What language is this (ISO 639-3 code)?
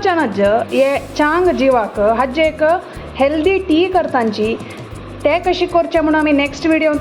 kok